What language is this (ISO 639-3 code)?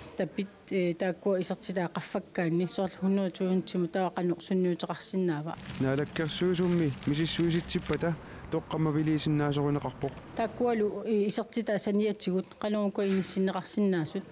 kal